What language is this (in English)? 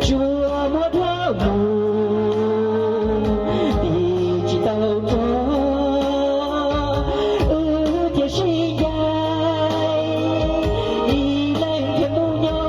Hmong